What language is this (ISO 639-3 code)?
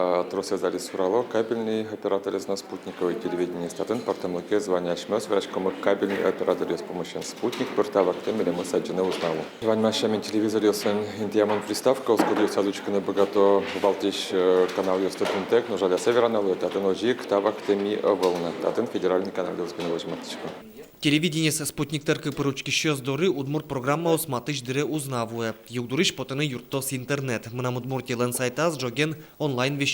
udm